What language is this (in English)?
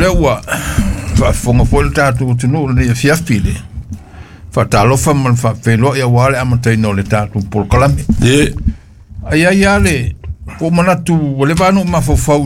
Samoan